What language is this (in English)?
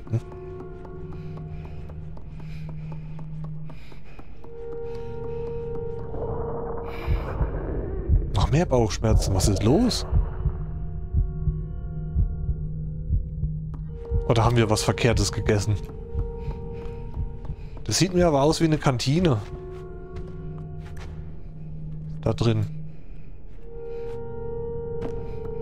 German